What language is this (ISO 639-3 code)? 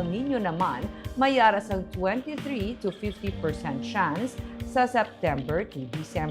hil